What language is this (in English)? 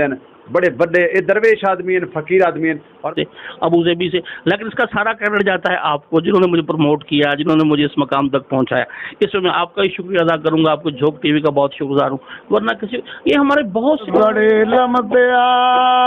Saraiki